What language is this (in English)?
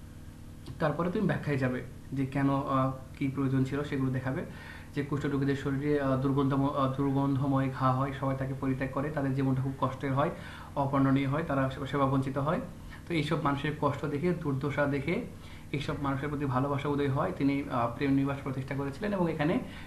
Bangla